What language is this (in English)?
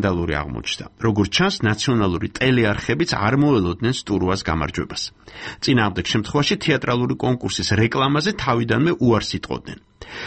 Georgian